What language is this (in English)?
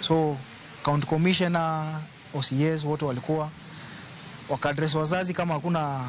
Luo (Kenya and Tanzania)